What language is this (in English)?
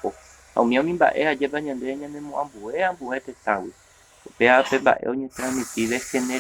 Guarani